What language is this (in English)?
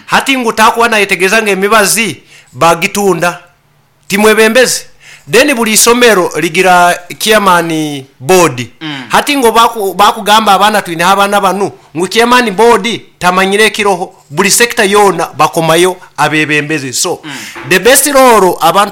Nyoro